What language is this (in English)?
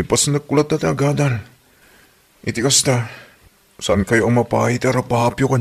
Iloko